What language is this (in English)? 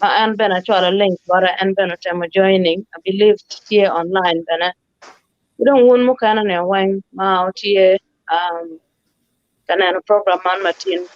Acoli